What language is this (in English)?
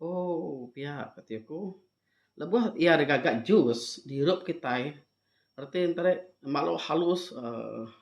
Iban